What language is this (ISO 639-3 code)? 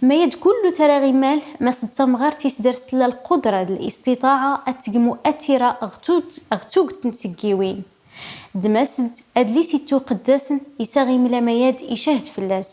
kab